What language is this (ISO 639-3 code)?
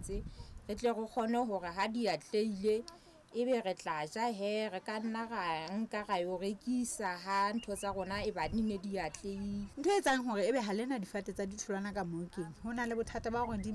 sot